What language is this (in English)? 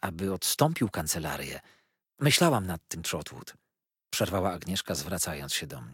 Polish